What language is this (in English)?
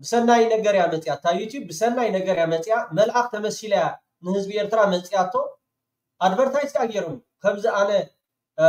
Tigrinya